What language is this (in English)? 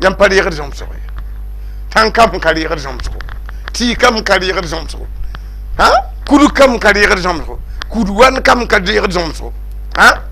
Mossi